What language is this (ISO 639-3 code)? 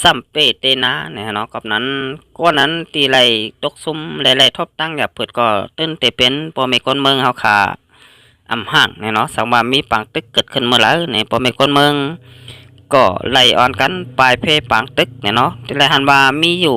shn